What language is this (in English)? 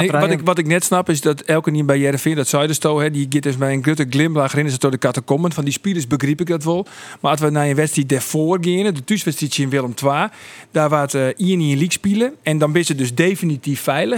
Western Frisian